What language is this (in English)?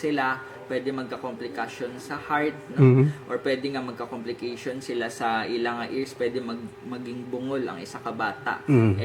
Hiligaynon